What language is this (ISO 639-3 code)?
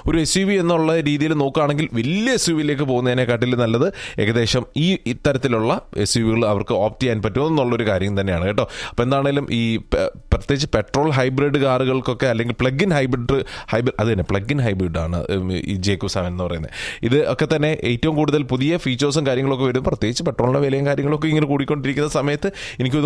mal